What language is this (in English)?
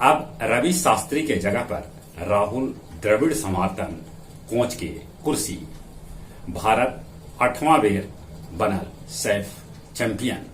Magahi